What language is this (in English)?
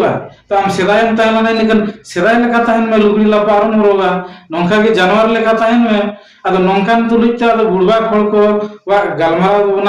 Santali